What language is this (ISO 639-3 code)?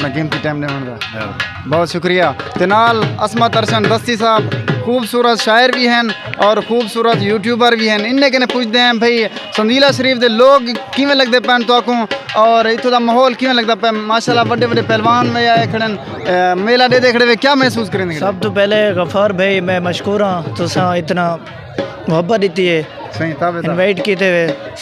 skr